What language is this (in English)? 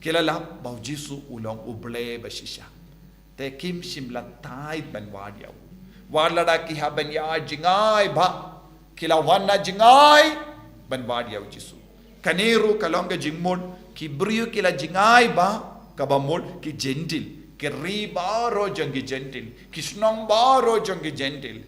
Khasi